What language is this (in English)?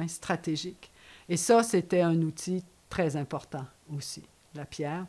French